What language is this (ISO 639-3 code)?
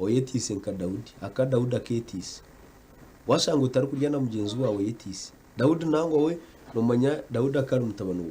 nyn